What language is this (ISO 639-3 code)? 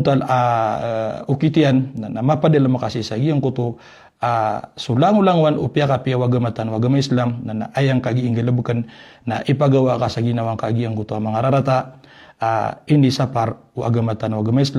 mrw